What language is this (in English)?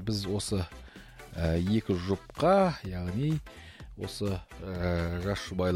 Kazakh